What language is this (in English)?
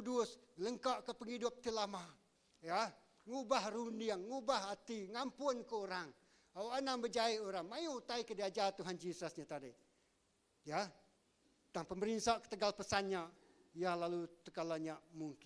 Iban